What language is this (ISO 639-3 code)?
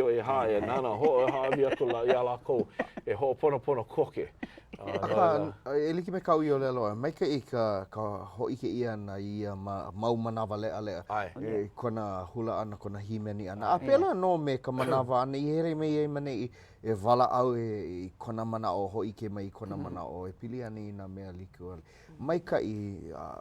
haw